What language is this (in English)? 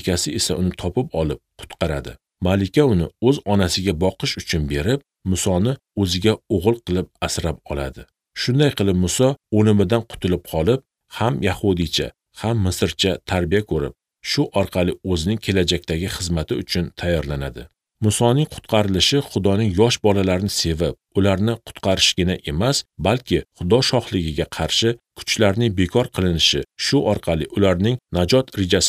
Uzbek